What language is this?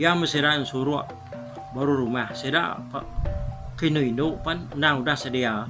Iban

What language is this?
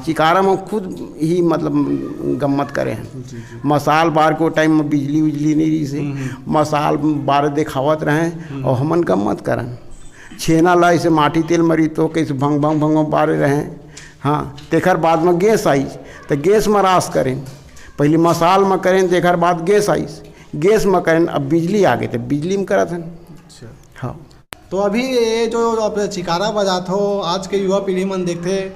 Chhattisgarhi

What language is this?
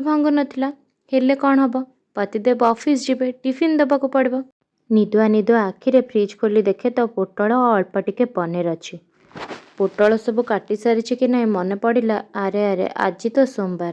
Odia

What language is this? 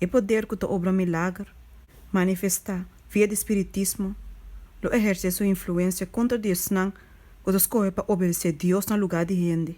Papiamento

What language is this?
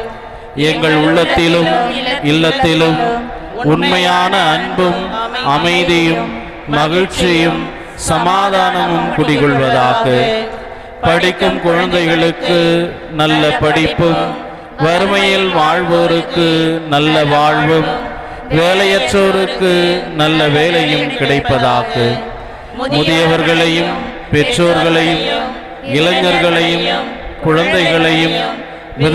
Tamil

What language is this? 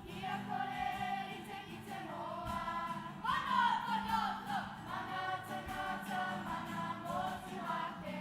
Māori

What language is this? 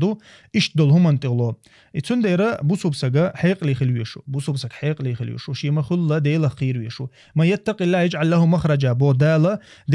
Chechen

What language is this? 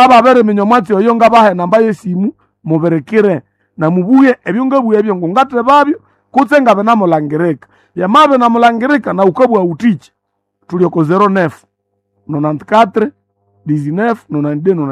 Nande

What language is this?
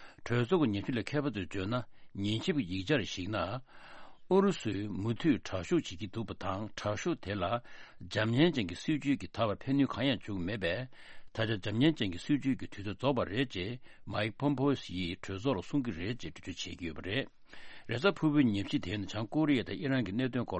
Tibetan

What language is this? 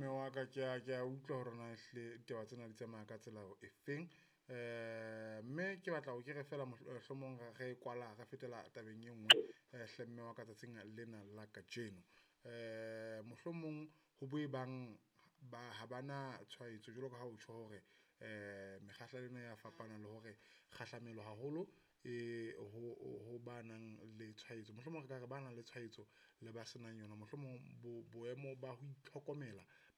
Southern Sotho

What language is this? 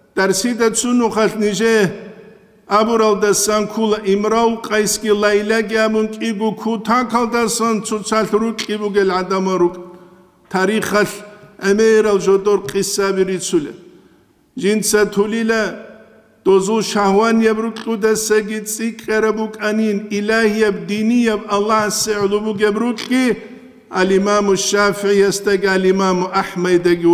Avaric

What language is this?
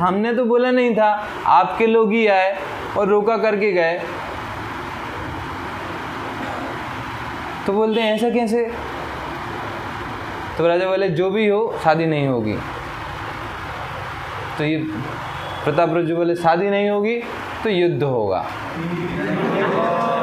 Hindi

